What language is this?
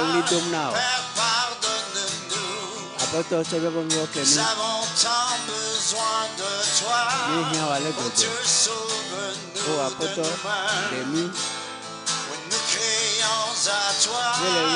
Ewe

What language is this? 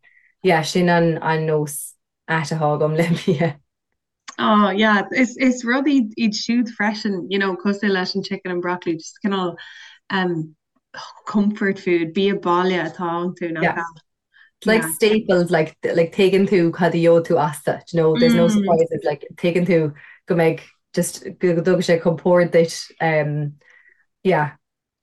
Irish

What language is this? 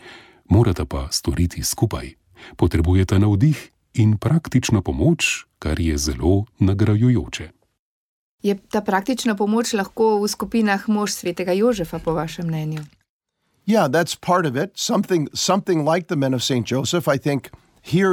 Slovenian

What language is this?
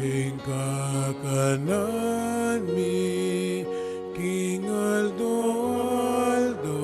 Pampanga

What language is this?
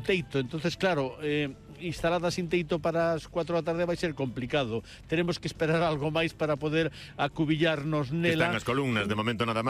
Galician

